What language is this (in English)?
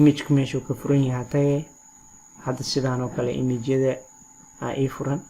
Somali